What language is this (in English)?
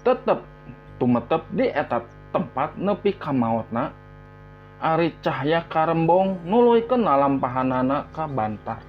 Sundanese